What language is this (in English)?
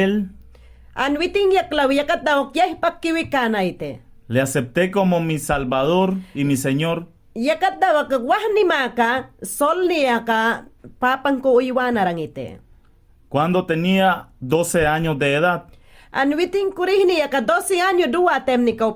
Mayangna